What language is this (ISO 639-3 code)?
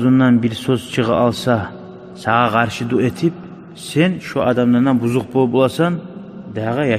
kum